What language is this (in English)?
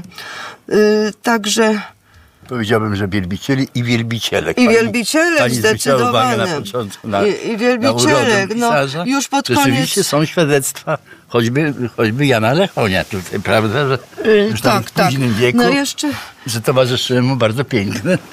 Polish